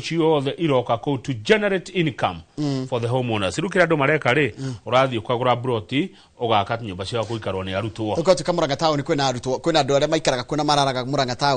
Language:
Kikuyu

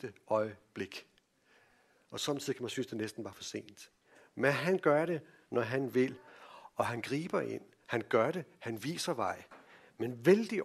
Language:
Danish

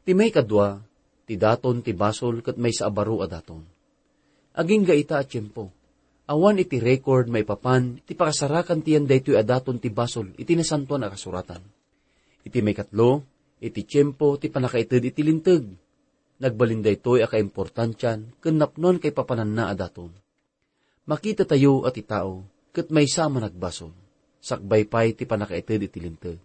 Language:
Iloko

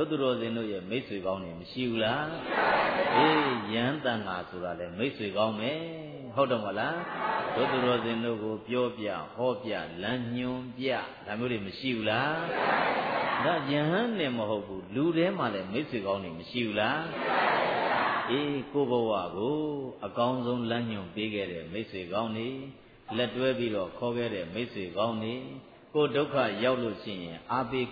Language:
Burmese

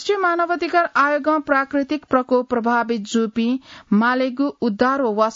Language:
Newari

